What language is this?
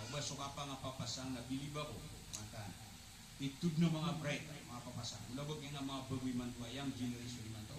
Maranao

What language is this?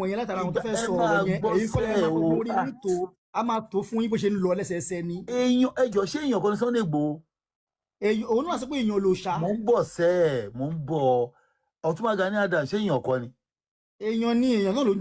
Yoruba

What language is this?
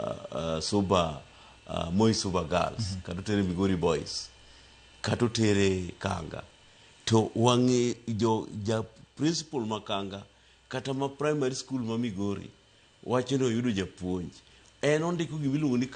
Luo (Kenya and Tanzania)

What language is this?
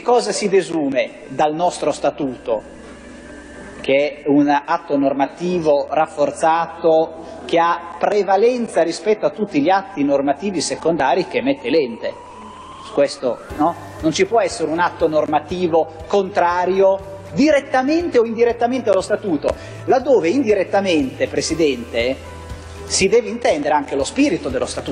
Italian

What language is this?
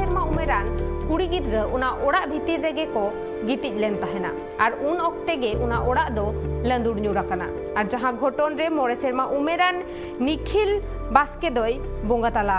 Santali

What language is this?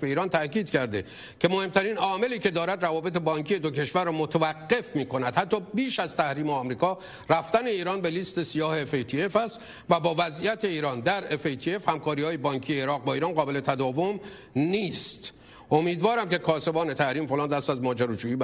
Persian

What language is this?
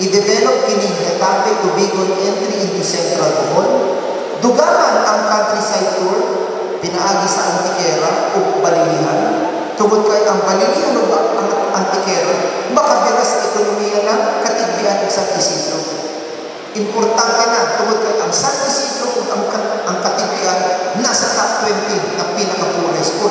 Cebuano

